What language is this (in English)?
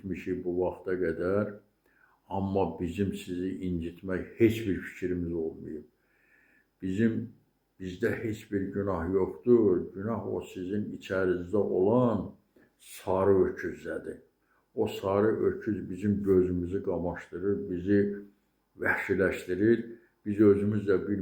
Azerbaijani